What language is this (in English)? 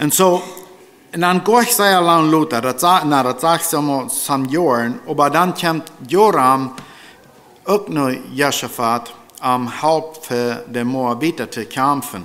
Plautdietsch